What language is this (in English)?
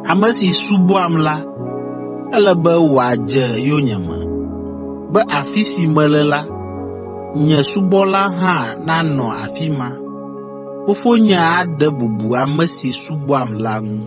Ewe